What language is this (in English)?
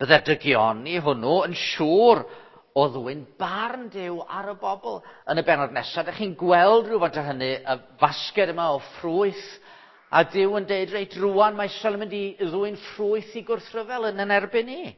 Welsh